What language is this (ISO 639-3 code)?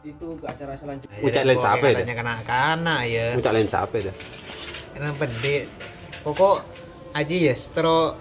mad